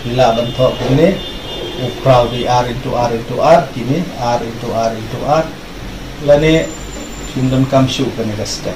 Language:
Khasi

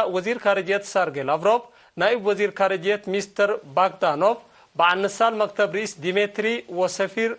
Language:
Tigre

